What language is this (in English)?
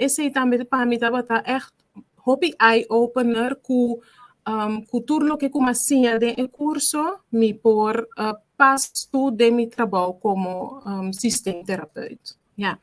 Papiamento